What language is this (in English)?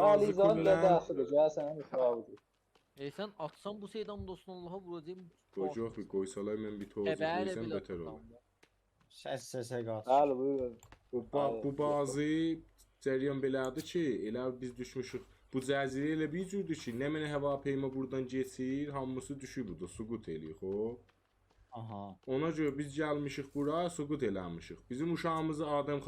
South Azerbaijani